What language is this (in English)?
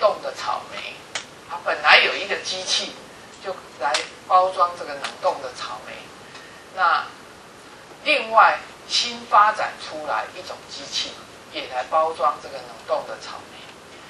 Chinese